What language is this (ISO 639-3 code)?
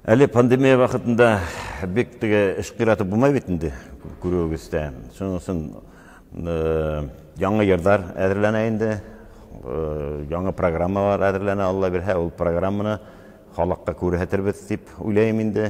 bak